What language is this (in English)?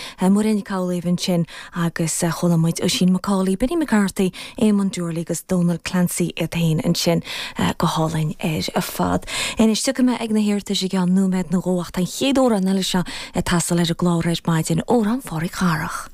Irish